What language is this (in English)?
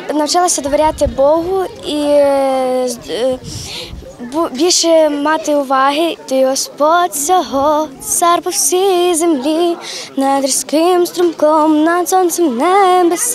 Ukrainian